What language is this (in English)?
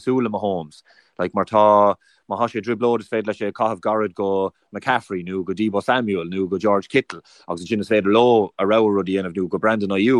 Irish